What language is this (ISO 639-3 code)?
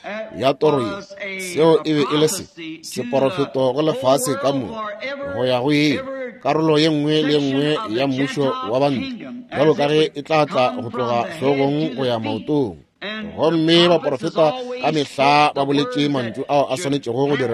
nso